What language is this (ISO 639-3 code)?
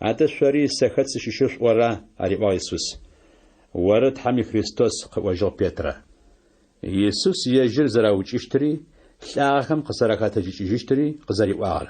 ady